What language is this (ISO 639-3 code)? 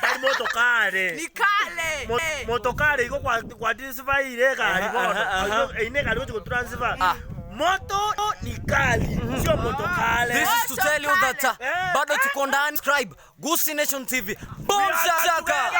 guz